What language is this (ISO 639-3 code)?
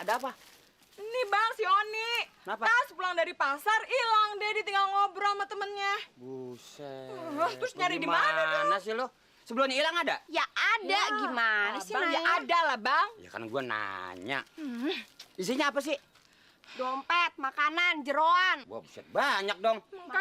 bew